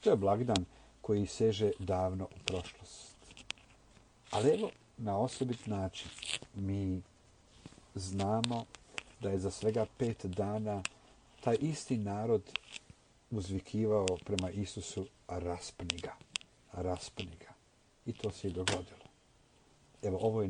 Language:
Croatian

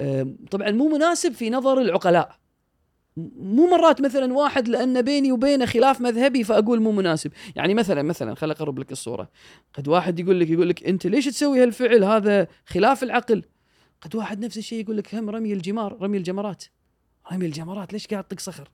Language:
Gulf Arabic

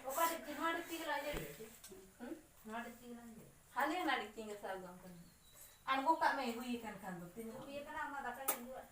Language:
Santali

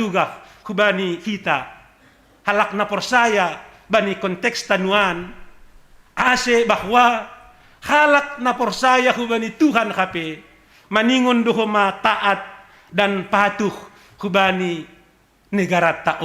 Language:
Batak Simalungun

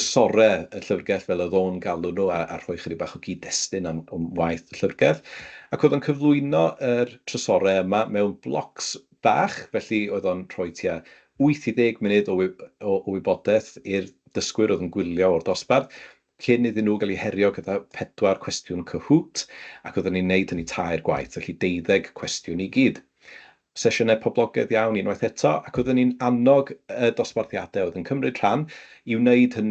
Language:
Welsh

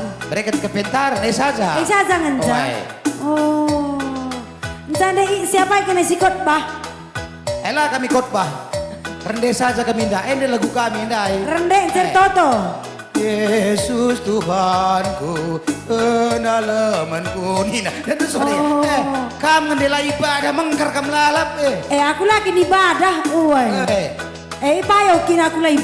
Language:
Batak Karo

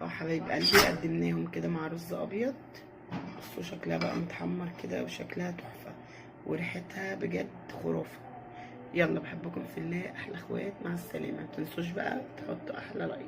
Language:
Egyptian Arabic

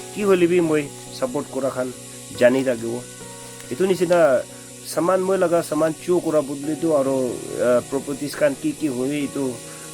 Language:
Naga Pidgin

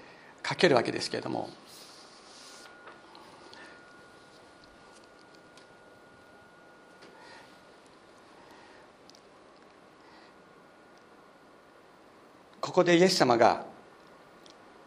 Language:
Japanese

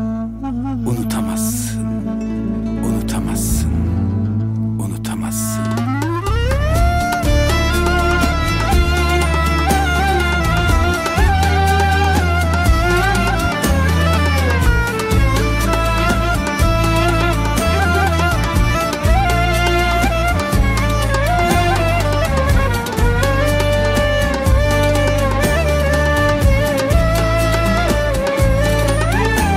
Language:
Turkish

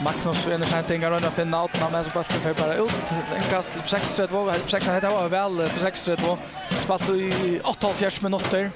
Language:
Faroese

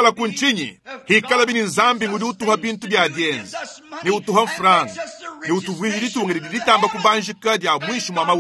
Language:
Luba-Lulua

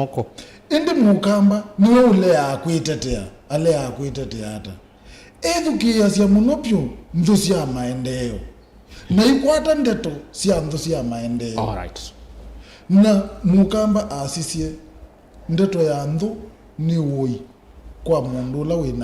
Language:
Kamba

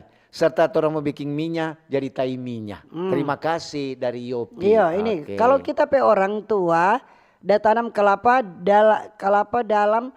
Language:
Manado Malay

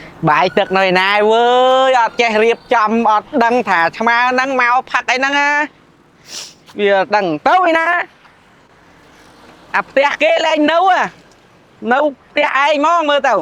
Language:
Khmer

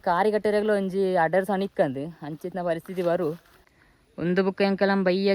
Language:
Tulu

